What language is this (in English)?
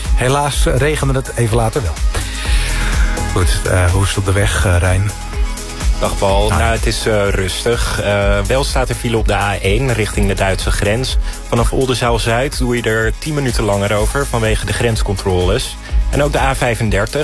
Dutch